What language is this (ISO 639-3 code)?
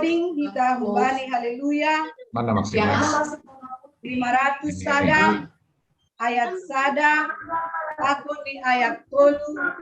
bts